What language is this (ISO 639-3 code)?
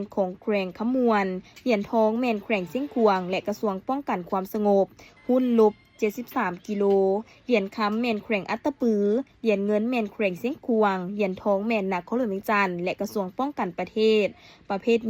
lao